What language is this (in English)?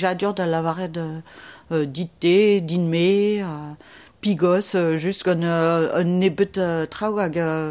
Breton